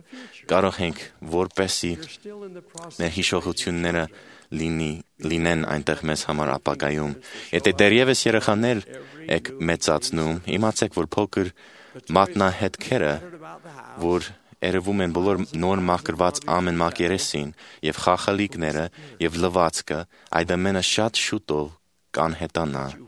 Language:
Armenian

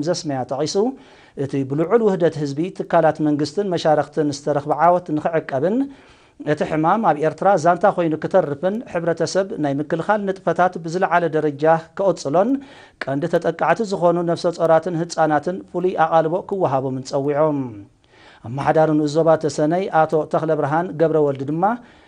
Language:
Tigrinya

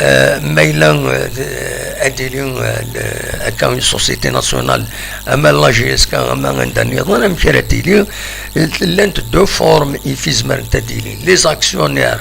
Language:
Kabyle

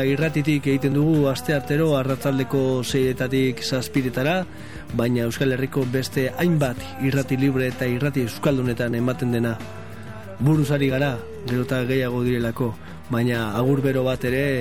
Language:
Basque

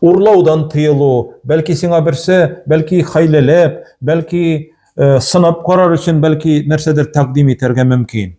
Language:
Tatar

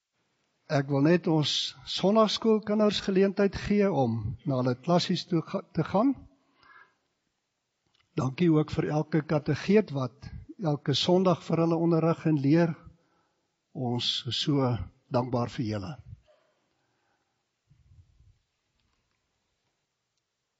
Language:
Afrikaans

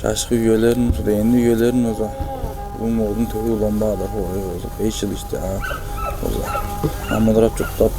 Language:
Tuvinian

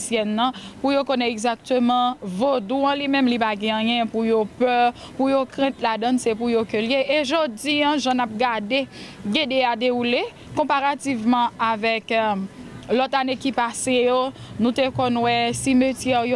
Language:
Haitian Creole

